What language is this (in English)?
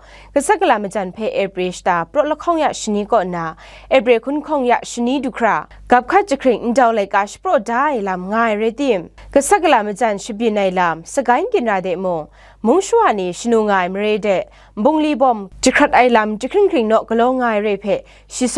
Kachin